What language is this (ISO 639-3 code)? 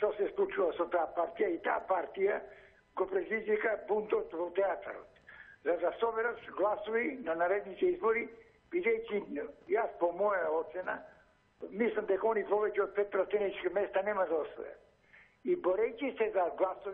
mkd